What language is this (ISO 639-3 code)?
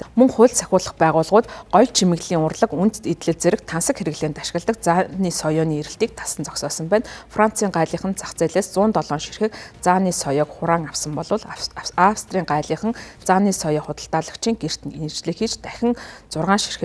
mon